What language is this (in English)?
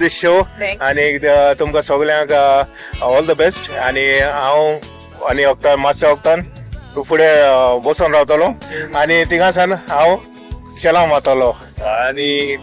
Konkani